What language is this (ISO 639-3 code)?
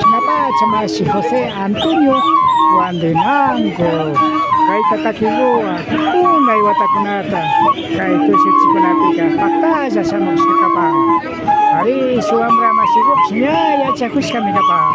qvi